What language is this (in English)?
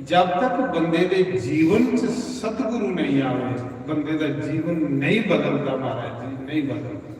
Dogri